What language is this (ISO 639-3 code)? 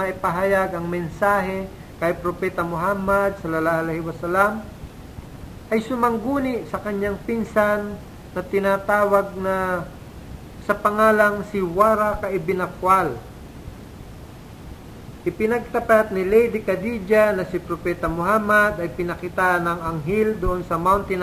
fil